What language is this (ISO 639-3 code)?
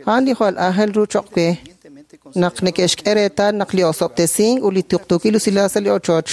kek